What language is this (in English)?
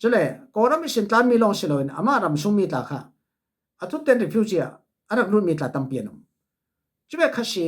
Falam Chin